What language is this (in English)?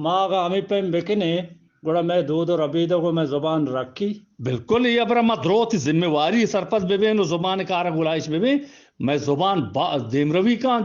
Eastern Balochi